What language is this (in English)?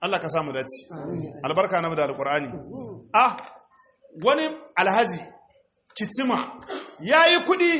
Hausa